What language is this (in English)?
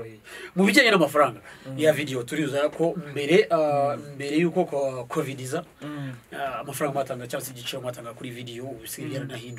Kinyarwanda